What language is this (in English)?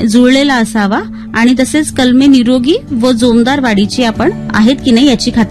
Marathi